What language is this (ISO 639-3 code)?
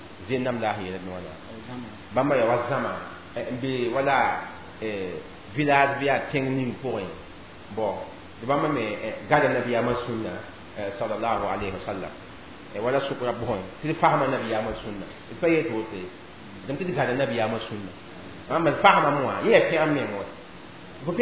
mos